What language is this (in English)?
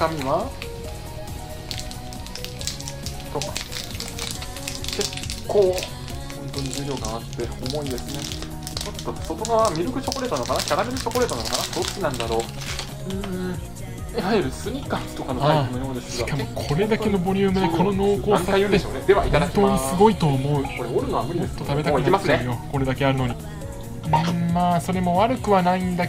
Japanese